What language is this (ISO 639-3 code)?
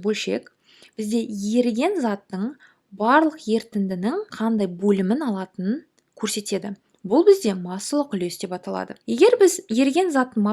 kaz